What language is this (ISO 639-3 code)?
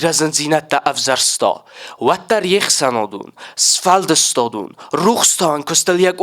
oss